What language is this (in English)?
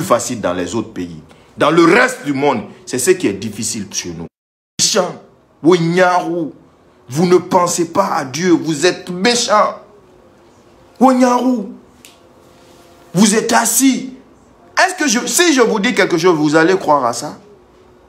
French